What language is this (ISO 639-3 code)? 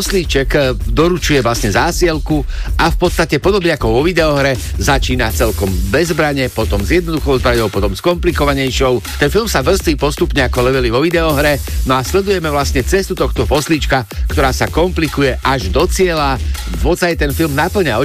slk